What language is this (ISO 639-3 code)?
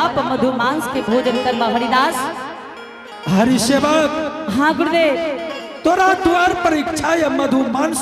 anp